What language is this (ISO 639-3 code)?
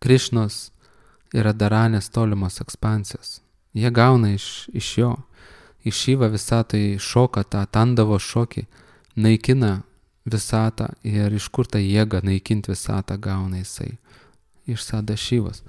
lit